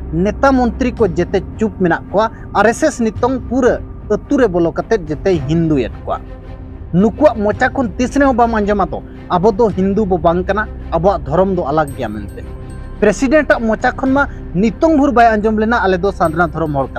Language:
Santali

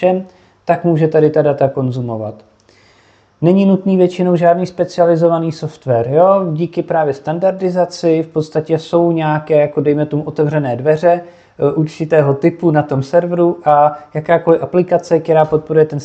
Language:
Czech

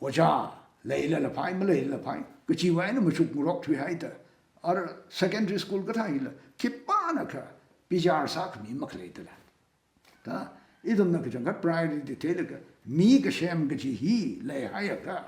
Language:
Tangkhul Naga (India)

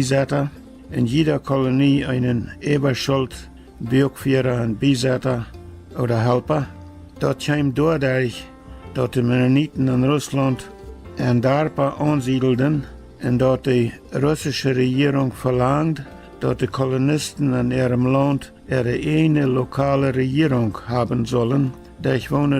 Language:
Plautdietsch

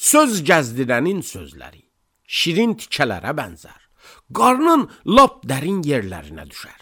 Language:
Azerbaijani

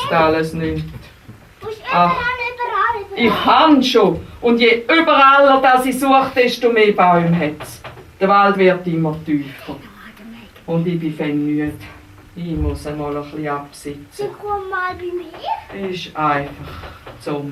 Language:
Swiss German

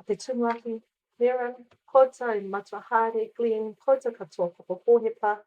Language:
Māori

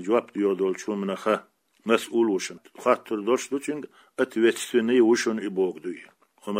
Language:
Chechen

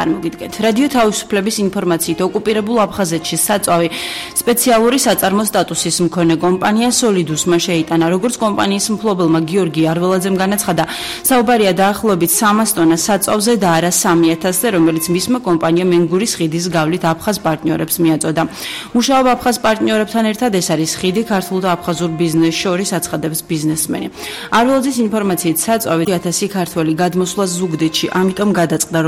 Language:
Georgian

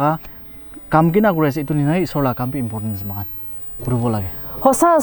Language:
Naga Pidgin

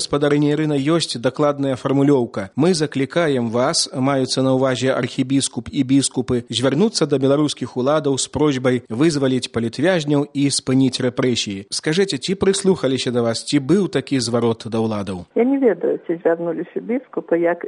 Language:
Belarusian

